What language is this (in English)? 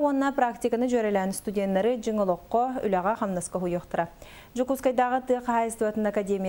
Yakut